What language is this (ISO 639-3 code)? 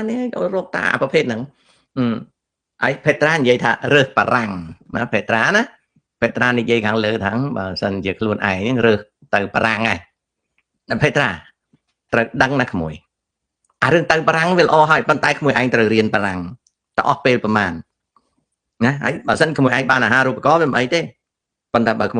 khm